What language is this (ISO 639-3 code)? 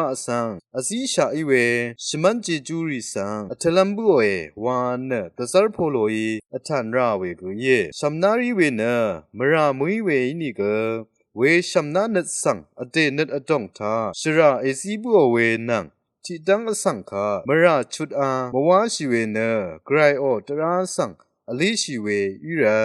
raw